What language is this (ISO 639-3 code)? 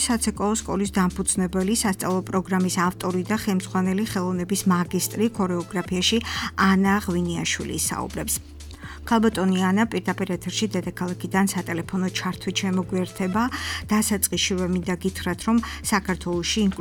kat